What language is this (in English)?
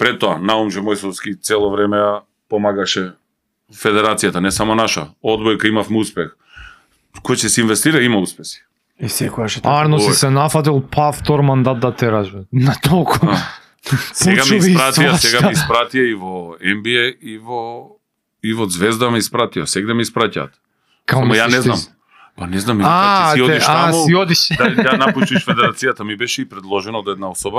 Macedonian